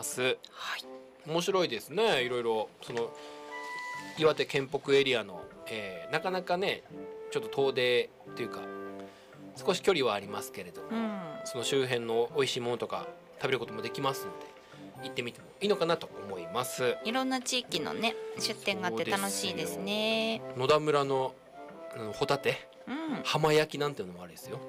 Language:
Japanese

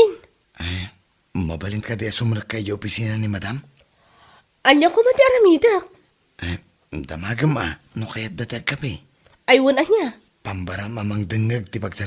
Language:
Iloko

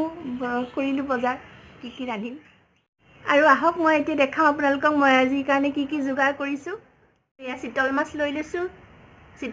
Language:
Assamese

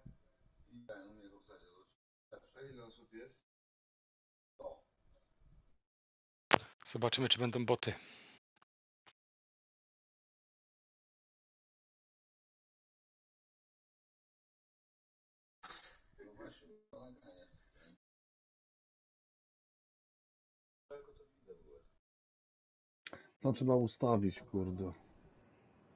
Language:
Polish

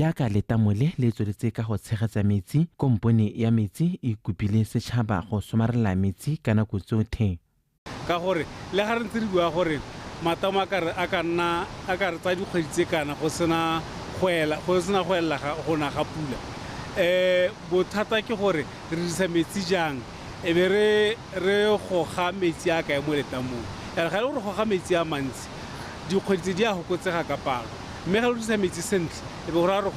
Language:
Tswana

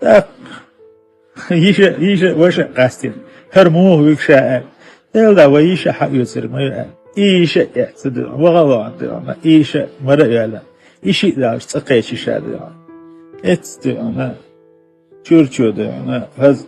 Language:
Chechen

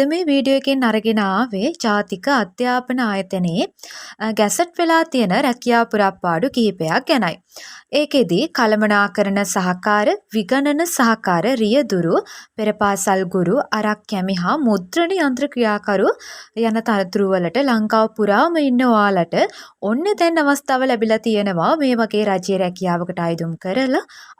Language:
Sinhala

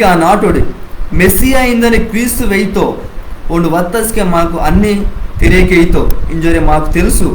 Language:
Koya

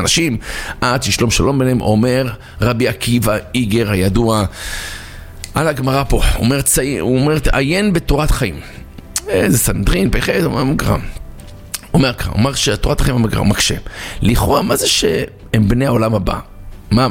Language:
Hebrew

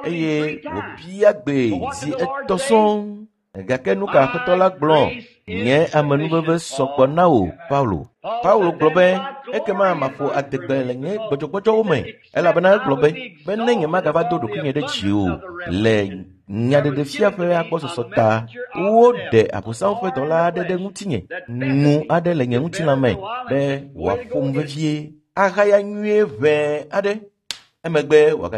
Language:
Ewe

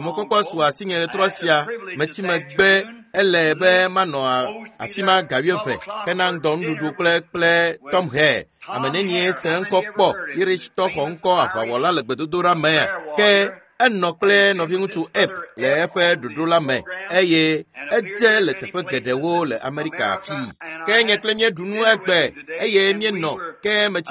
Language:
Ewe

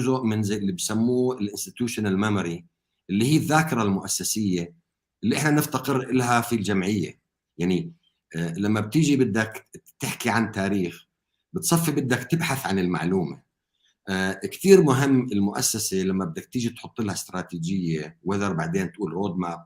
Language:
North Levantine Arabic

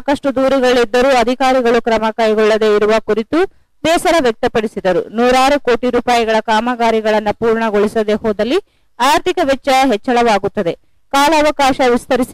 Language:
Kannada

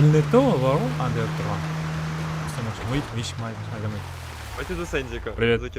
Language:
Kara-Kalpak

